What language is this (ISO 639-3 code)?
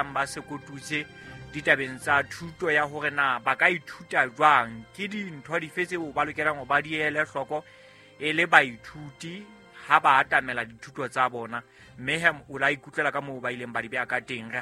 sot